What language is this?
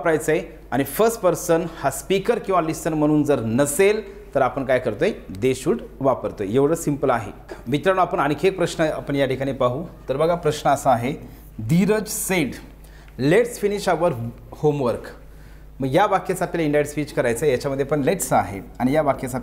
Marathi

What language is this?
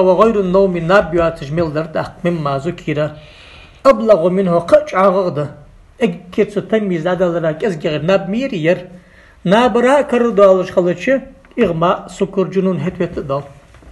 Ingush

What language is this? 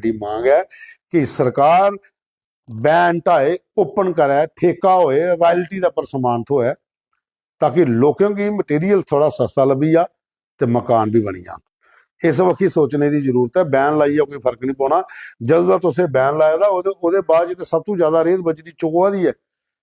Dogri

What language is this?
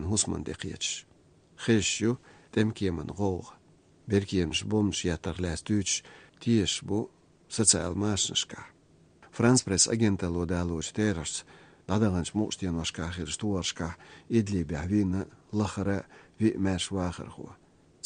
Chechen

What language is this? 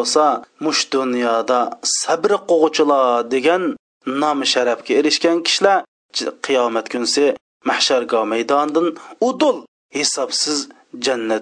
Uyghur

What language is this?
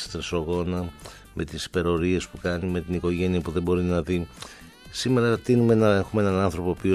Greek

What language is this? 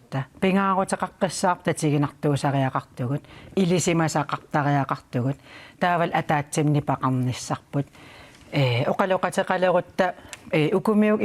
Kalaallisut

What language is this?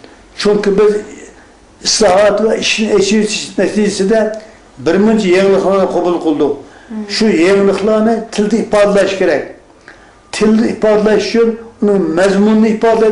Uyghur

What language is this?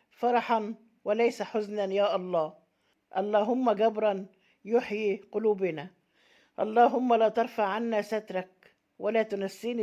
Egyptian Arabic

